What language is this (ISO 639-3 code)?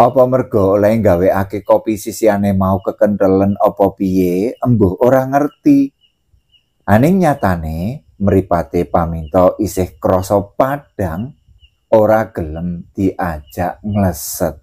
jav